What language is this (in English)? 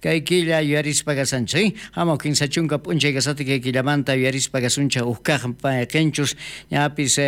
South Bolivian Quechua